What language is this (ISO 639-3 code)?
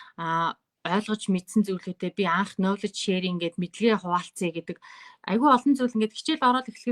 mon